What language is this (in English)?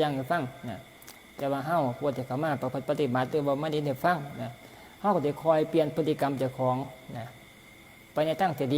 Northeastern Thai